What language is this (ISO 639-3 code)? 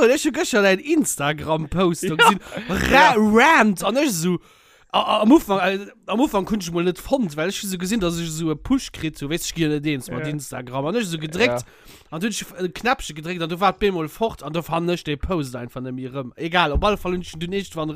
ltz